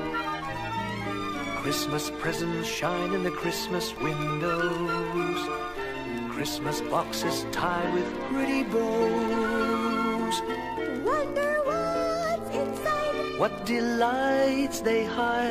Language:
English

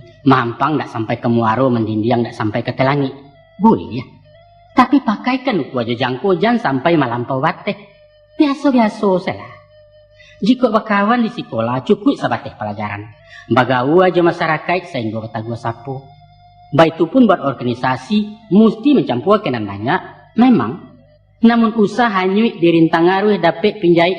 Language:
Minangkabau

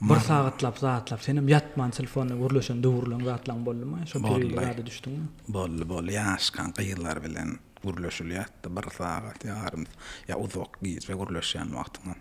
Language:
Turkmen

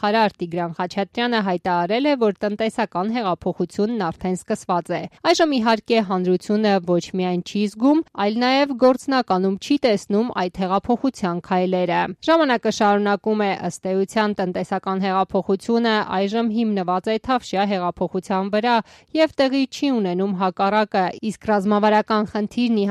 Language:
Armenian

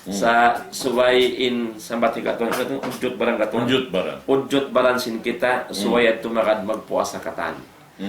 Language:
Tausug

